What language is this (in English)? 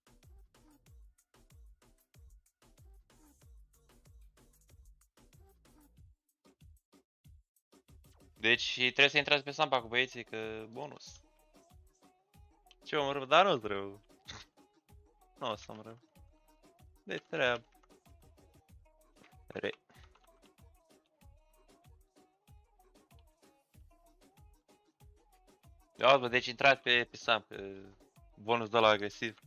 Romanian